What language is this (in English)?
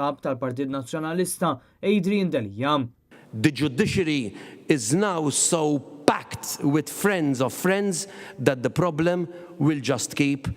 Maltese